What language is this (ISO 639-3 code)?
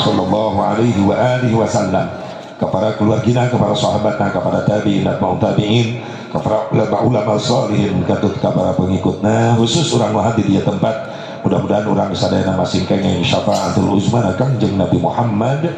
sun